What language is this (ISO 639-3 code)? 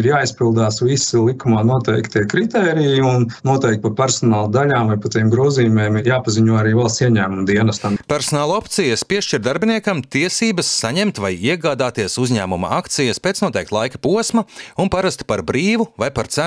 lav